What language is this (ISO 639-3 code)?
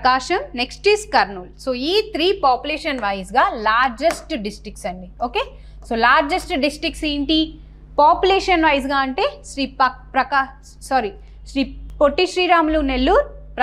tel